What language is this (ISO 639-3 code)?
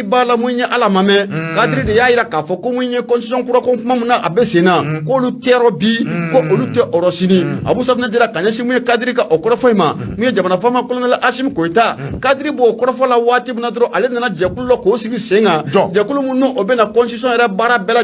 bam